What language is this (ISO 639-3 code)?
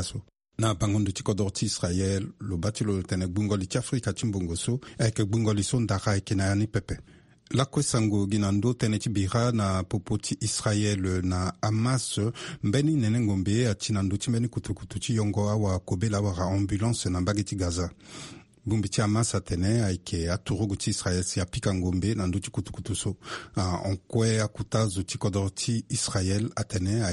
sag